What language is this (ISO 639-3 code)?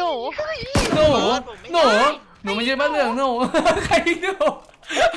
tha